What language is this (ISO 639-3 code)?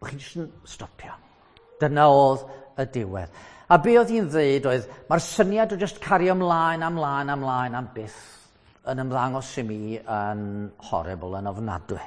cym